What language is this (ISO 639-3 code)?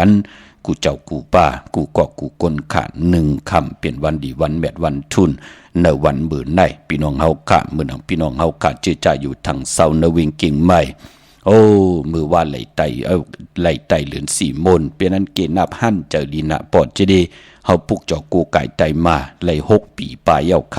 shn